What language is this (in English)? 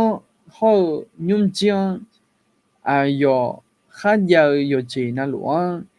Akha